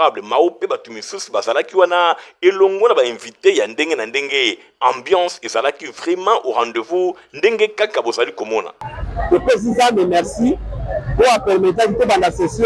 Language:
Lingala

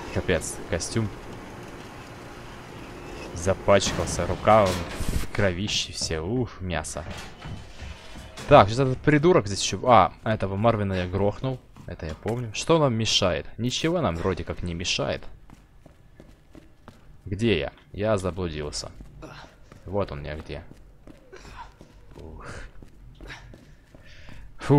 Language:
Russian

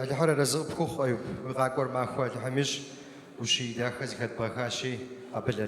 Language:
Kabardian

